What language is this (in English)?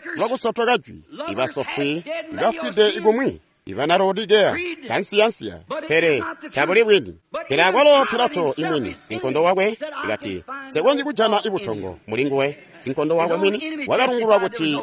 Tonga (Zambia)